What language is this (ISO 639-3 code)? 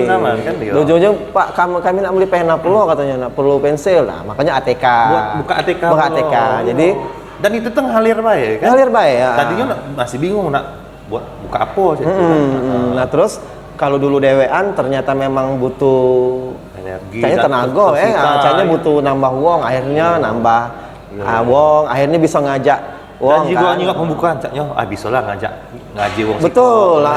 mui